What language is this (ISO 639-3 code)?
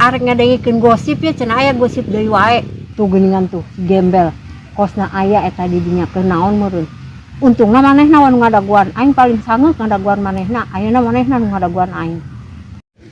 sun